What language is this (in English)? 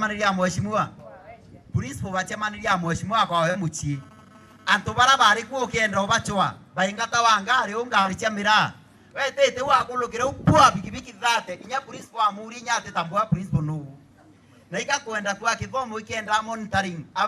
Meru